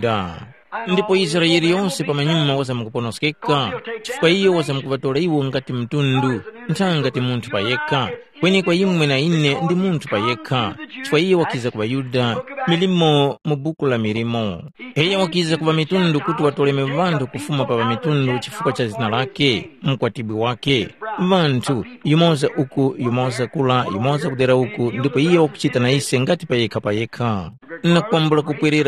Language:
Tumbuka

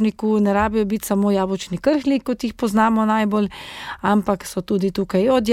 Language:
Slovenian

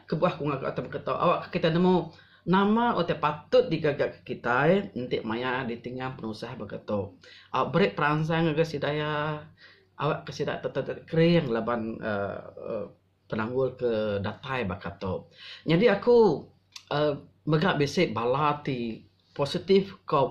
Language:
Iban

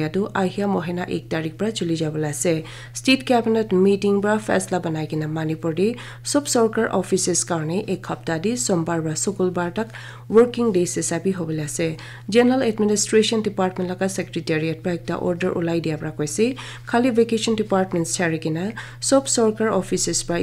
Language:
Naga Pidgin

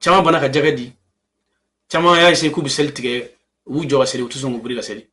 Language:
Bambara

